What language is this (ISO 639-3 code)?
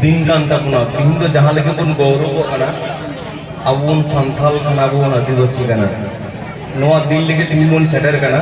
sat